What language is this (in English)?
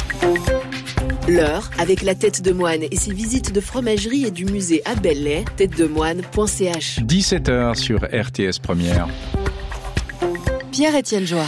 French